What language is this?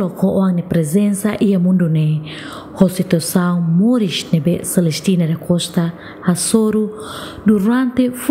Tetum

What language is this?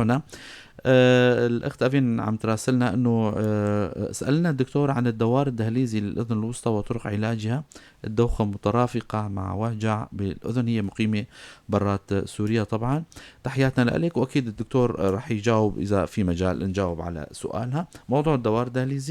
North Levantine Arabic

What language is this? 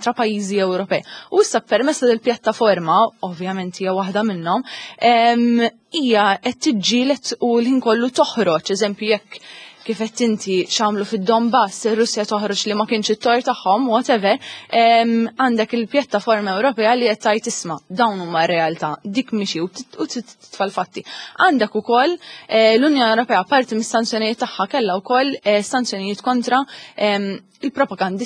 Maltese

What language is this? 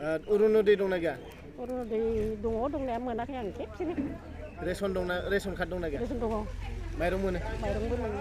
Bodo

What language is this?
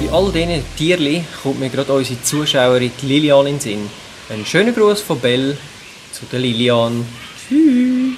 Swiss German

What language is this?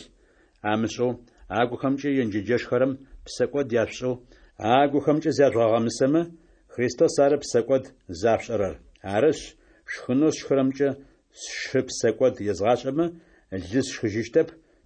Adyghe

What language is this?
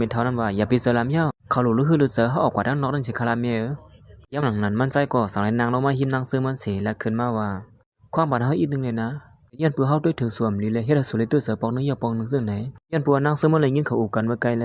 Shan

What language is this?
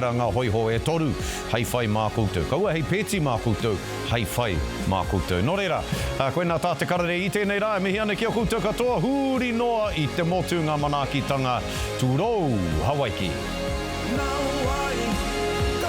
Māori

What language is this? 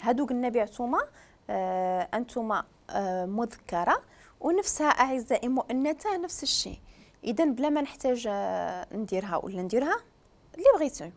Moroccan Arabic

